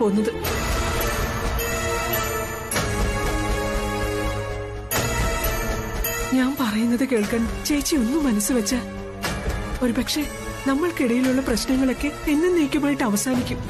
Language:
Malayalam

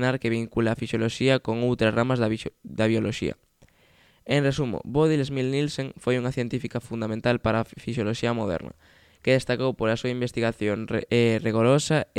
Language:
Galician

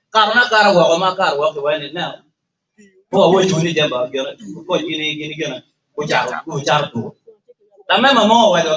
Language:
Acoli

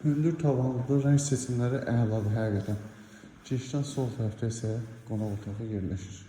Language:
Azerbaijani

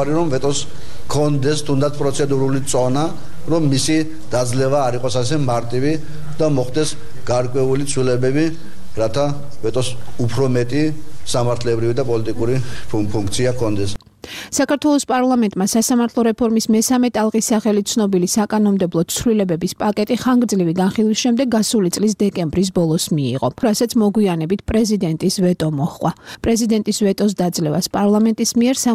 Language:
Georgian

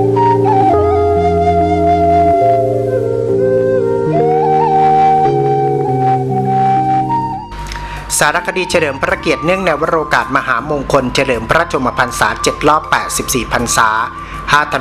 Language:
Thai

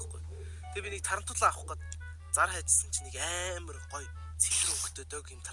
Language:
Mongolian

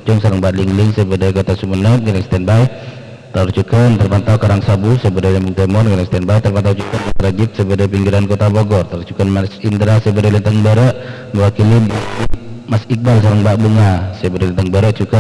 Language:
Madurese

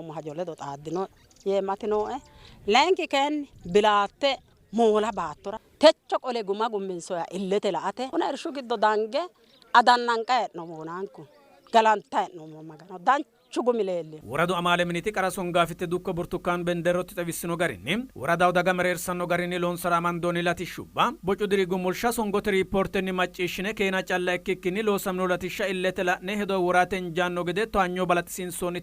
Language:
Sidamo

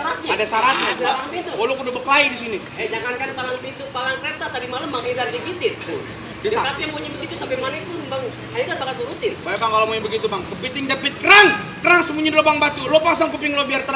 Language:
Betawi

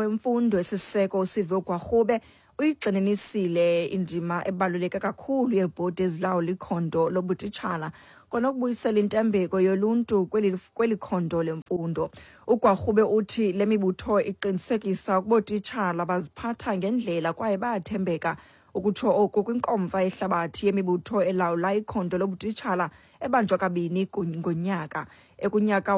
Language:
Xhosa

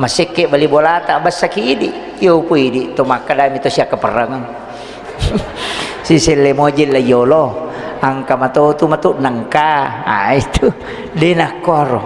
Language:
Buginese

